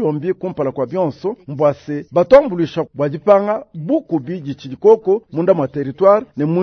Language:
Luba-Lulua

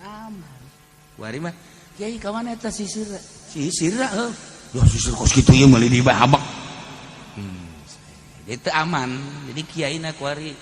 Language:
Sundanese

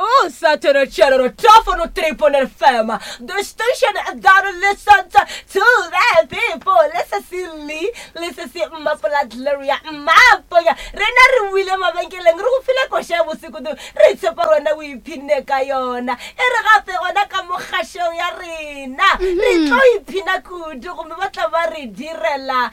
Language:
Northern Sotho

